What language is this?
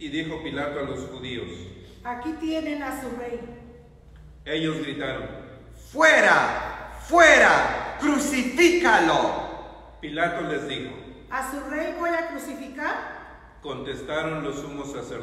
Spanish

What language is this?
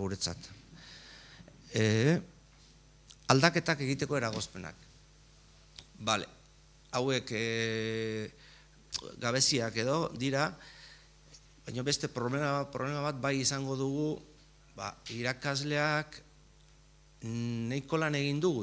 Basque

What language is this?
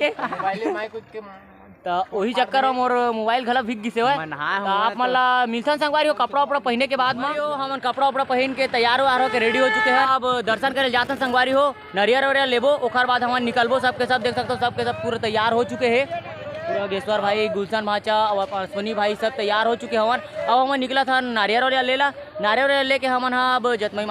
Chhattisgarhi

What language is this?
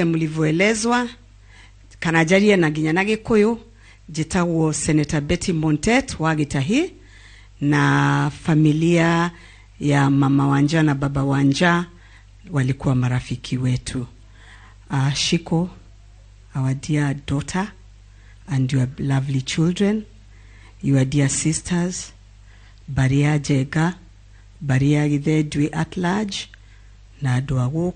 Kikuyu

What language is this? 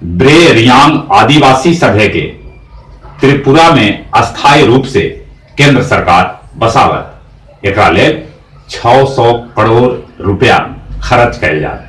Magahi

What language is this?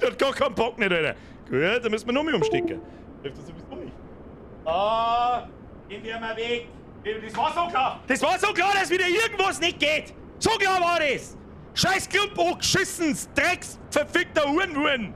Bavarian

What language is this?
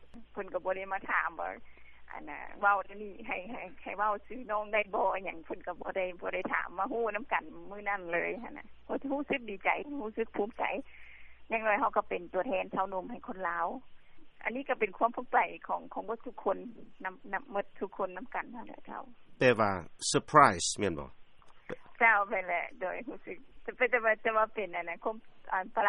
Lao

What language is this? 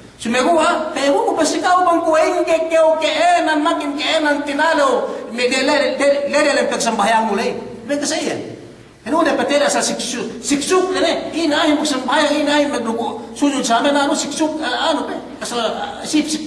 Yakan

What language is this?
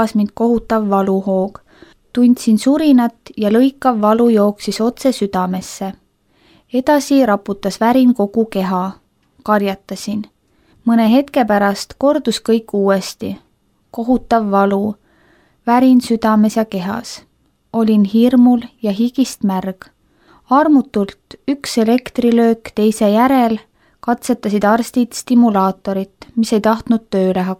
Estonian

